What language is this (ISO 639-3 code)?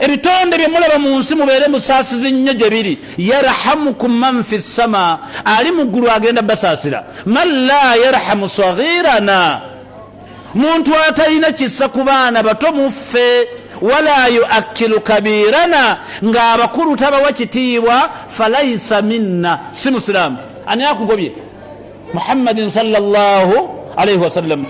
lug